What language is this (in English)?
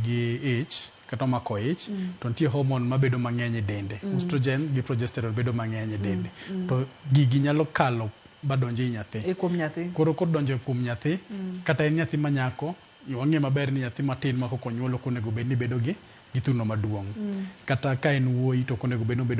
Luo (Kenya and Tanzania)